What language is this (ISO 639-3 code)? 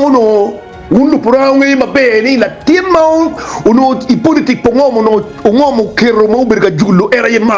ach